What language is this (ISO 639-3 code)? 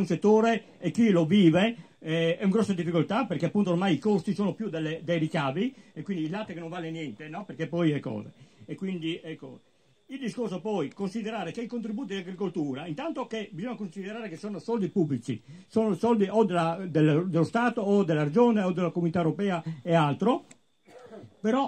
ita